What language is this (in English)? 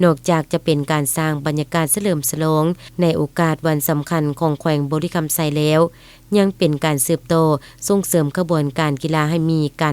Lao